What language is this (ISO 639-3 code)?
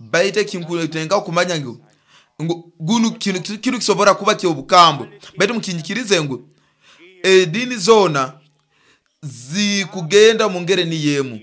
nyo